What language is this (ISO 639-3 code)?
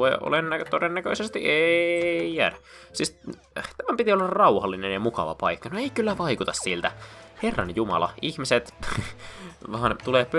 fin